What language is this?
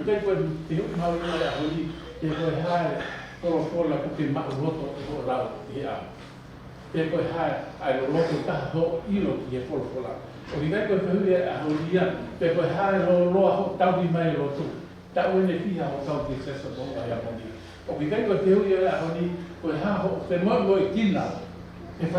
Tongan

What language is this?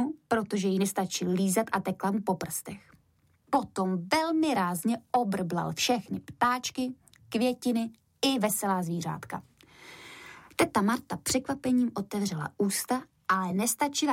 Czech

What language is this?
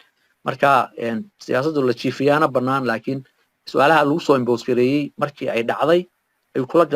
Somali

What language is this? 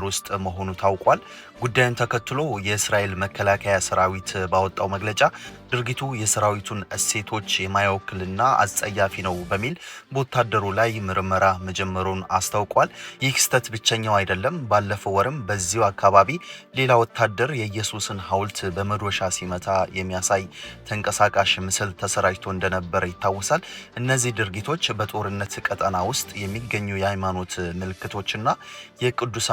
Amharic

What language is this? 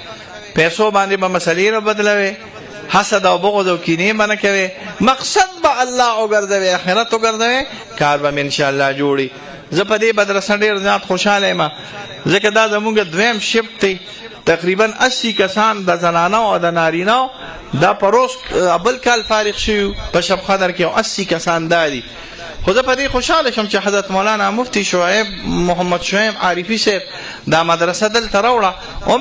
Pashto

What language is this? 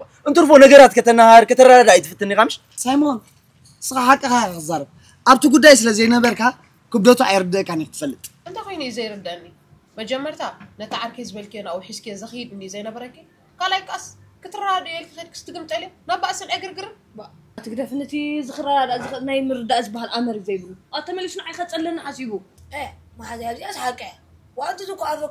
Tigrinya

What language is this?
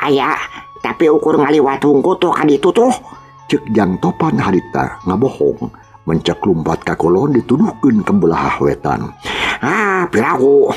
Sundanese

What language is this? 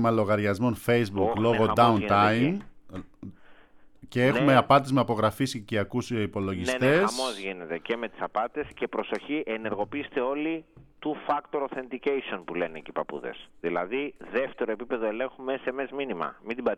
Greek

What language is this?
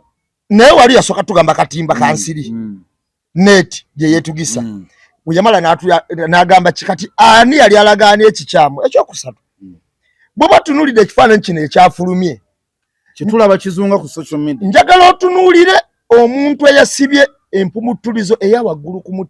Ganda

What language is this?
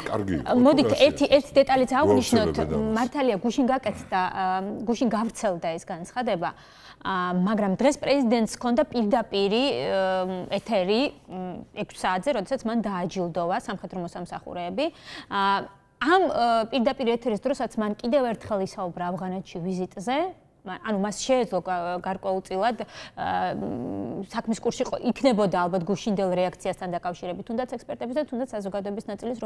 Georgian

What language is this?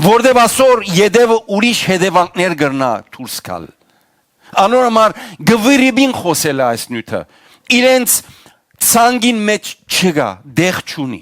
Western Armenian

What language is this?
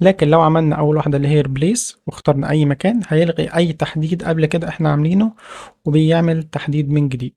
Egyptian Arabic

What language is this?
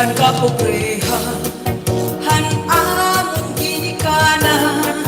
Waray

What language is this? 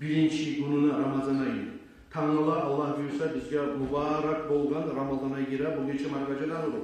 Kumyk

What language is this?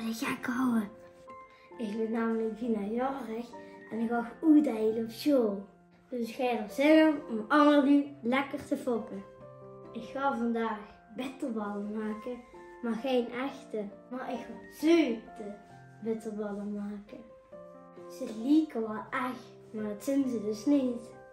Limburgish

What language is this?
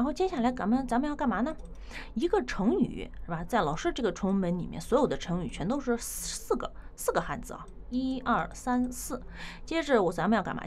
Chinese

